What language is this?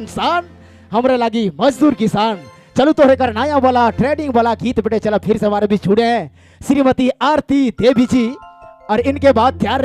Sadri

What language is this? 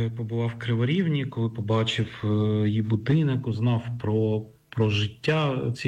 Ukrainian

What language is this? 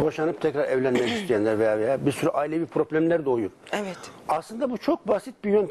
Turkish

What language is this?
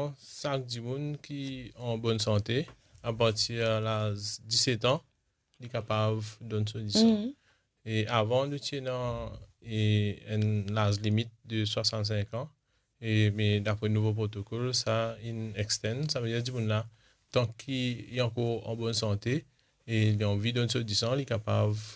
Morisyen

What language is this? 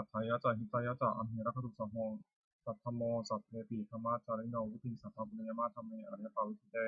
Pali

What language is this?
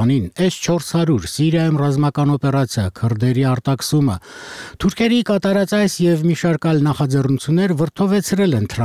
Armenian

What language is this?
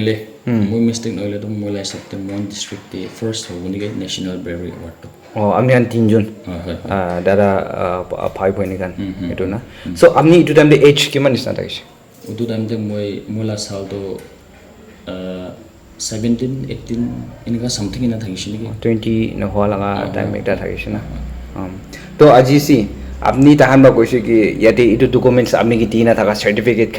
Naga Pidgin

